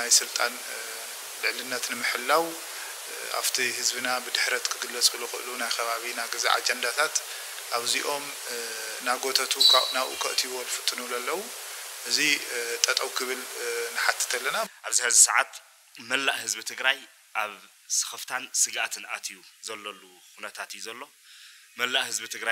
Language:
Tigrinya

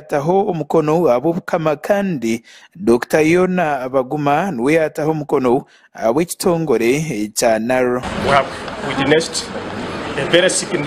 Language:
Nyankole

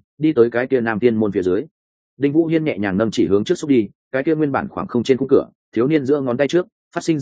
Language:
Vietnamese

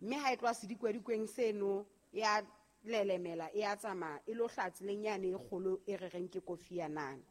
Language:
Southern Sotho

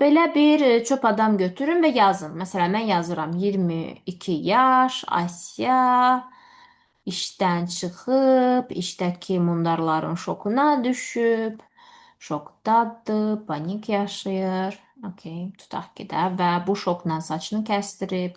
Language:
Azerbaijani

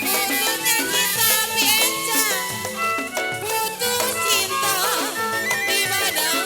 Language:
Betawi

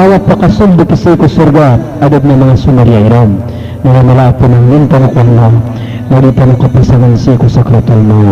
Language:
Maranao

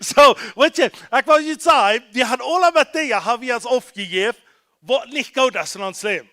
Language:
Plautdietsch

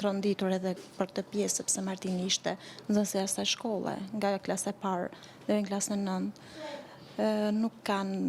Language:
Albanian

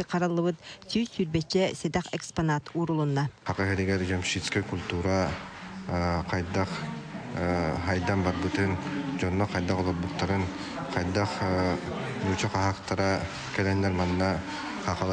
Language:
Yakut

